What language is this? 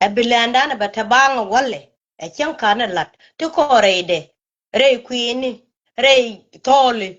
Nuer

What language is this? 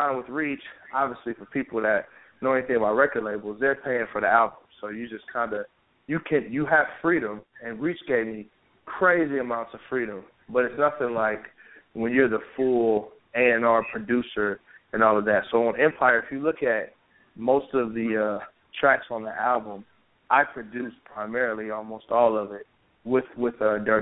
English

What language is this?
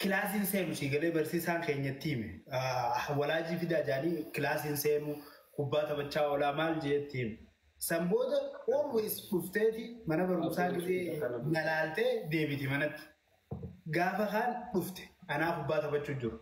Oromo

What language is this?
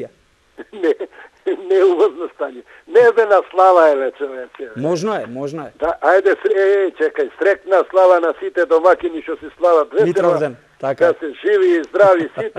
Macedonian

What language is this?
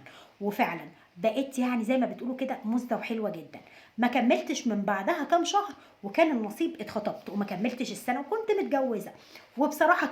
Egyptian Arabic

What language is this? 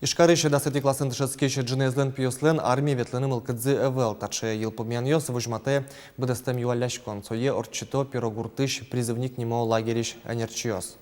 Udmurt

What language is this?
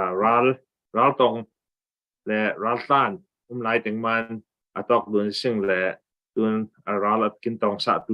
Falam Chin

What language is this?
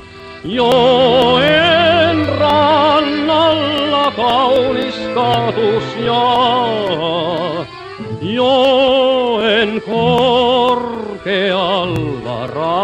Finnish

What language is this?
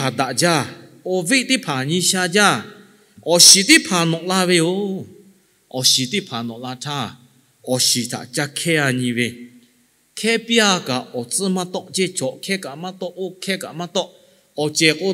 Lahu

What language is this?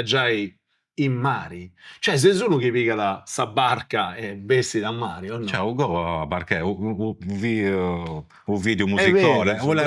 Sardinian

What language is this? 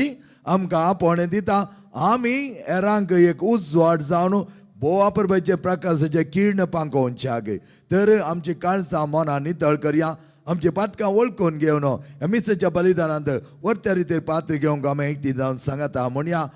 Konkani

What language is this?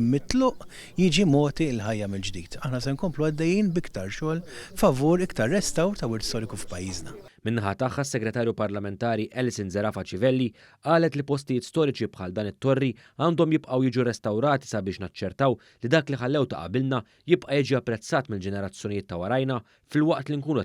Maltese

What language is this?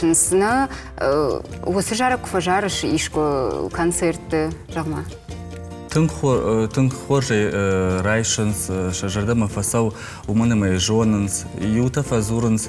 Ossetic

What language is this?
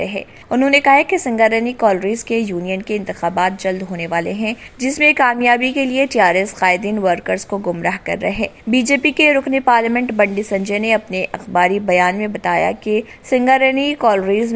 Urdu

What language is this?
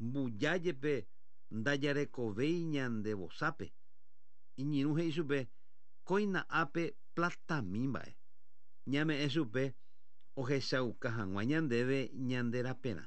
Guarani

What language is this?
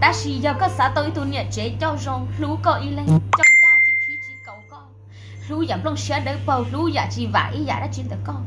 Hmong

